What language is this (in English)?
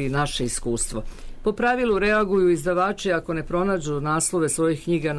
Serbian